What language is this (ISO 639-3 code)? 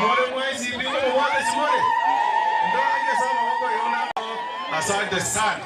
guz